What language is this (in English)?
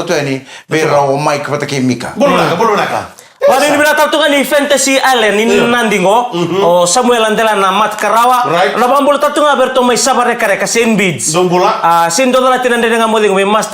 Fijian